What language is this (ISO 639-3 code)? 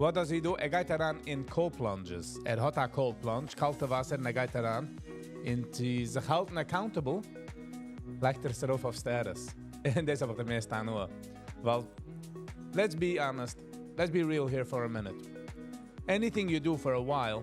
yid